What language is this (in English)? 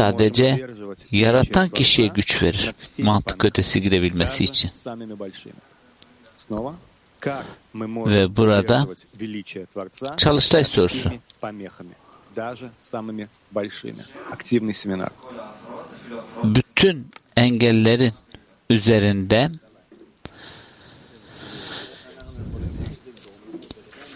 Turkish